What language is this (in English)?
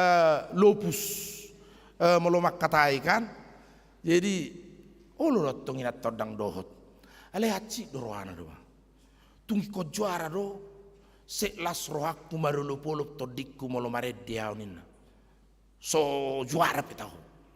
Batak Toba